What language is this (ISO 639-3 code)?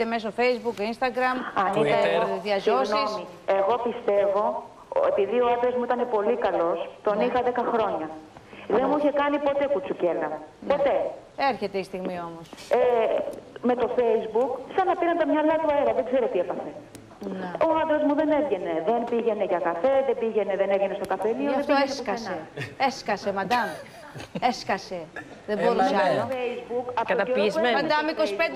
ell